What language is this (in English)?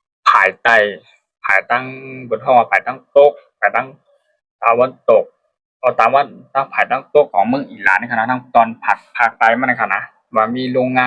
Shan